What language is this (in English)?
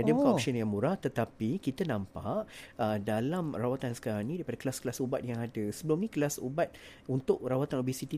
Malay